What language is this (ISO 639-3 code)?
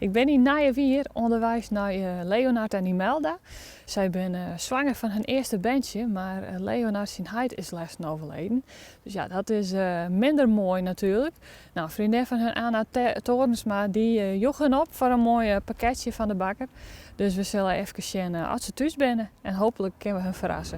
fry